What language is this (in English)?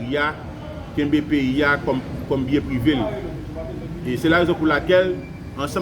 Haitian Creole